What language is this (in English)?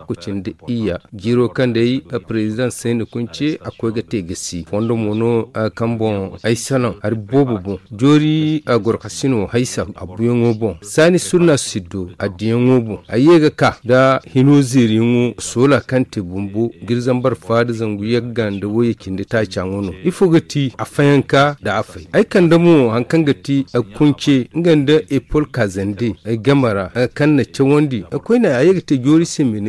Zarma